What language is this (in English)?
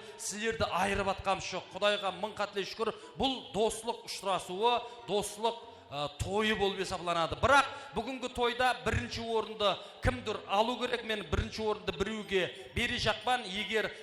Kara-Kalpak